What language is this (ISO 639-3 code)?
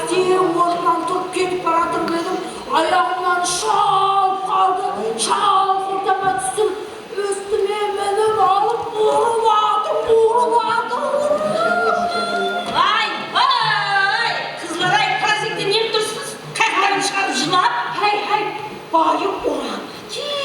kaa